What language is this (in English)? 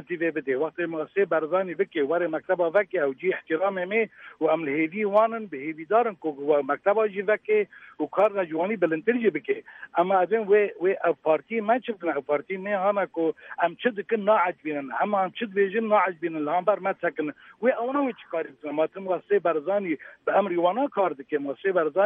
Kurdish